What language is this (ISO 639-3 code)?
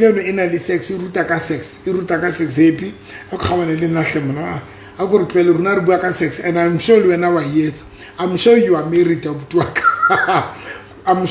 sot